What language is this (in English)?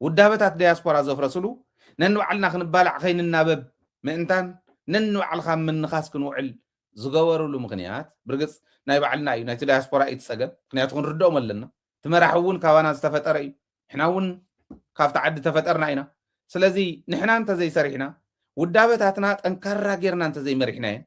Tigrinya